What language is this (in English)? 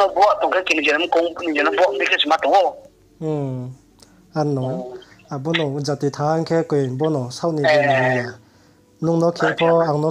Riang (India)